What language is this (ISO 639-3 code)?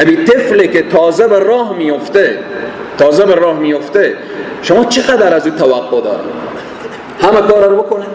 fas